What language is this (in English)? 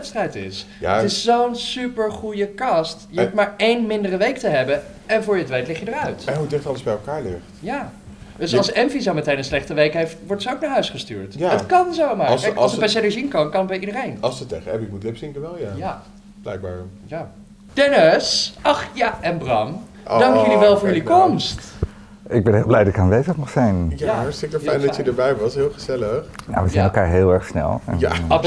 Dutch